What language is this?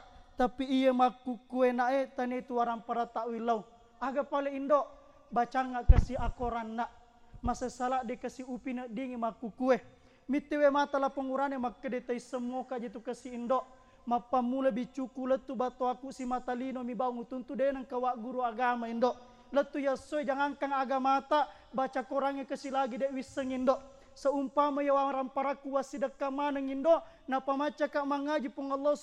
Buginese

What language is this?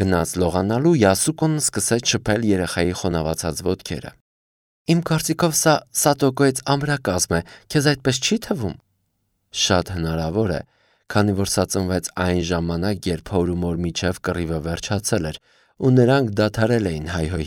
Armenian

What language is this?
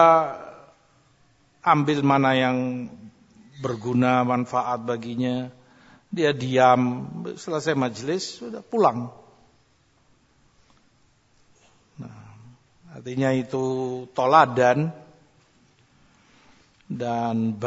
Indonesian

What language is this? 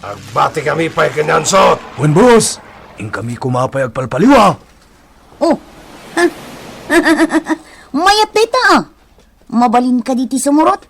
Iloko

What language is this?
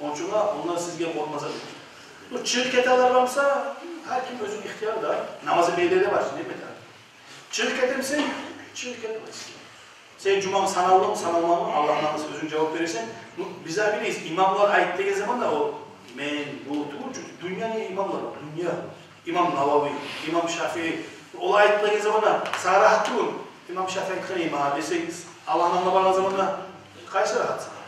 Kumyk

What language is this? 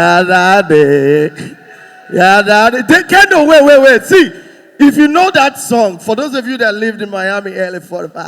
Nigerian Pidgin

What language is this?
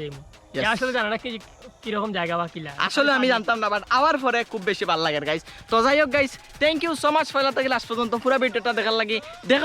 Sylheti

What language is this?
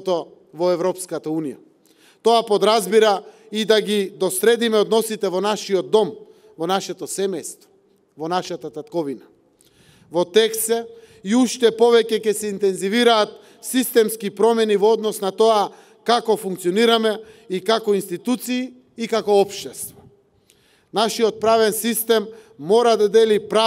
Macedonian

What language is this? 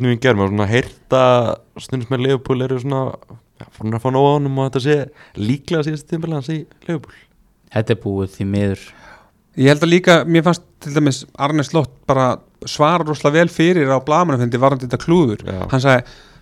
Icelandic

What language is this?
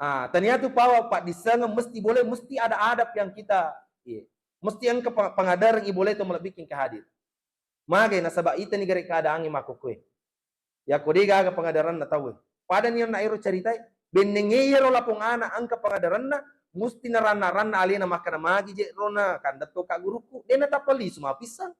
Buginese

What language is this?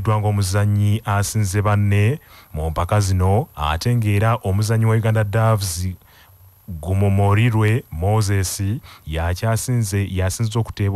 Ganda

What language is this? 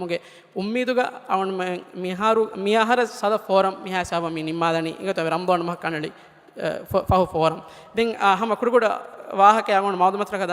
Divehi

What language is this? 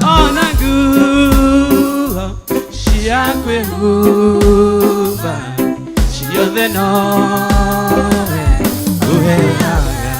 Kikuyu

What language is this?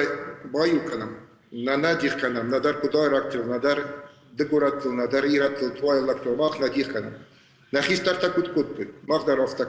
Ossetic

